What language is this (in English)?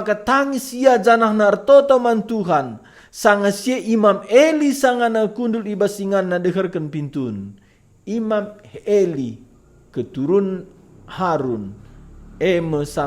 Batak Karo